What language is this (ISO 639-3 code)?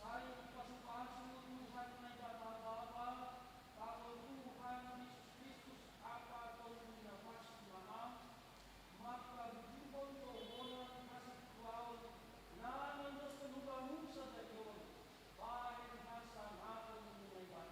bts